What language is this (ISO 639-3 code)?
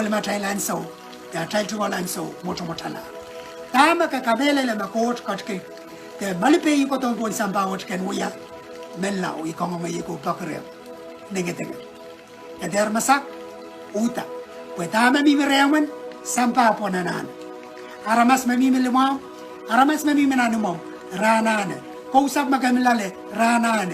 pon